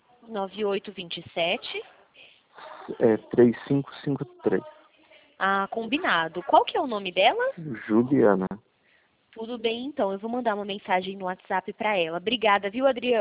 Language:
Portuguese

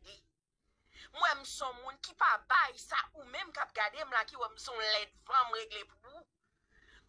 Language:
Haitian Creole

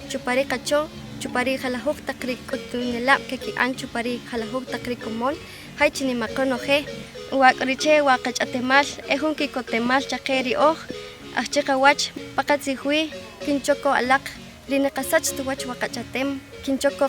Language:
Achi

